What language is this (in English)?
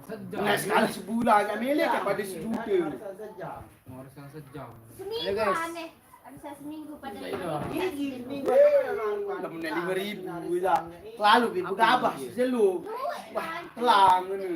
Sasak